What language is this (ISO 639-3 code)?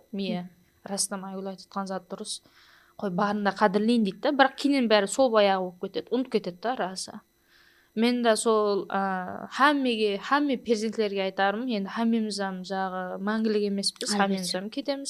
kaa